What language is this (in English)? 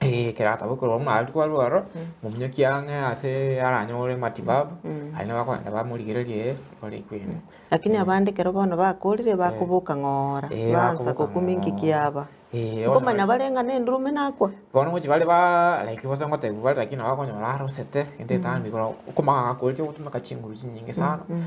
Gusii